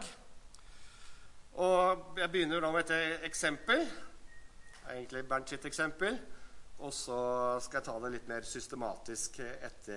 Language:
Norwegian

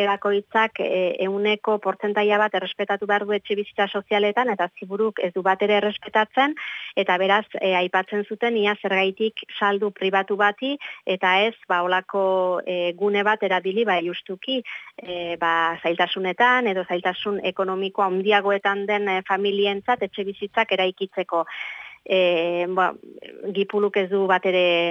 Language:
Basque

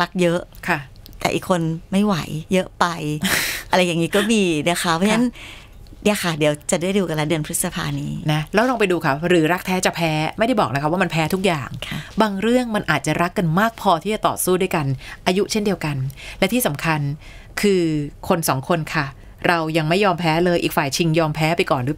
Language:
Thai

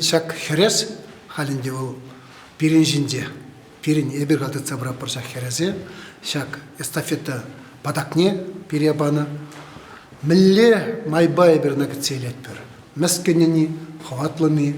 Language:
Chuvash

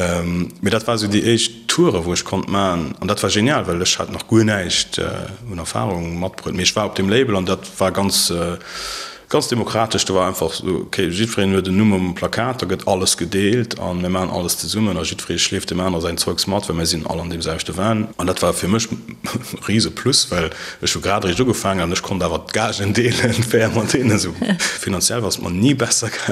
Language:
Luxembourgish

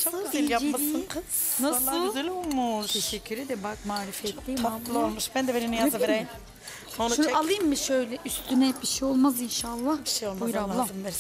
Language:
Turkish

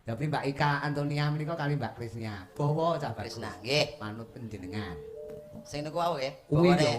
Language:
Javanese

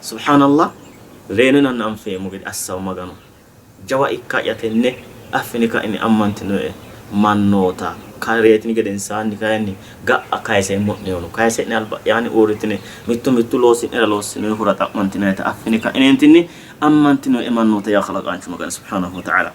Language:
Sidamo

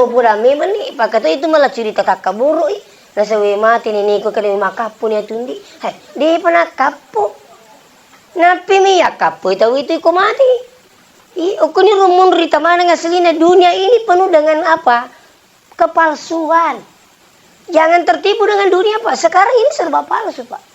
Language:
Buginese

